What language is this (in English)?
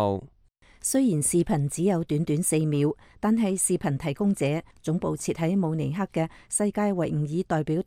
Cantonese